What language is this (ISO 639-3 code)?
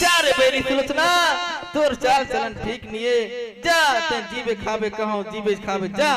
hne